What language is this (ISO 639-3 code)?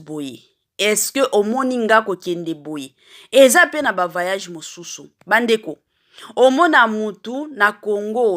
lin